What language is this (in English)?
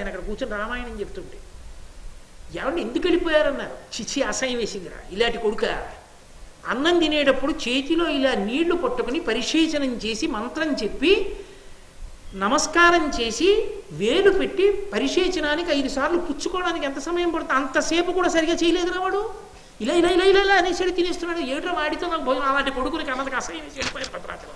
Telugu